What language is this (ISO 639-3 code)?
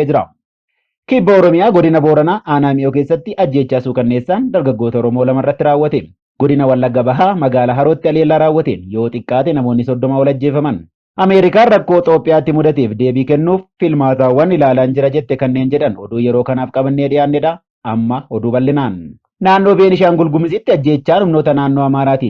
orm